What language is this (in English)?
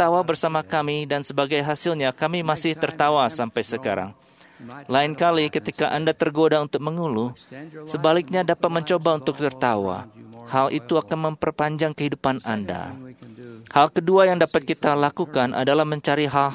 Indonesian